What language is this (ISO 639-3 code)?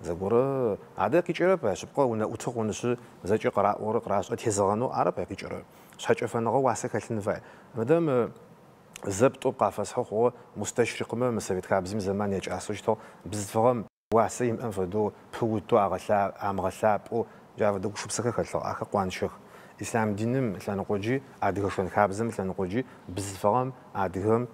ady